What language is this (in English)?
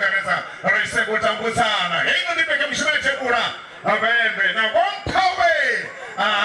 Venda